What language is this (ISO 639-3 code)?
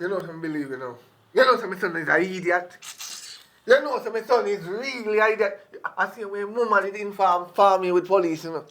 jam